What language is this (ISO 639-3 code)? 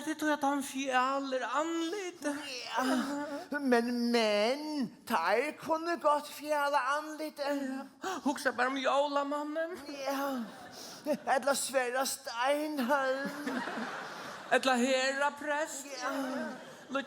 fao